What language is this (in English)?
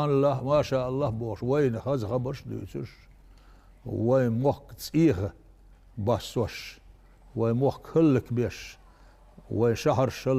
Chechen